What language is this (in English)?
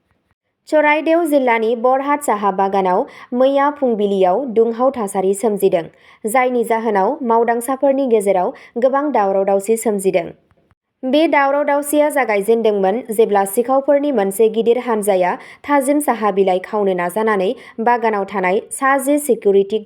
Bodo